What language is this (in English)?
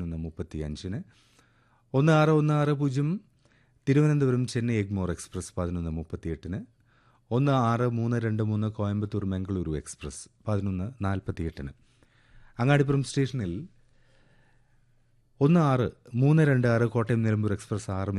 Malayalam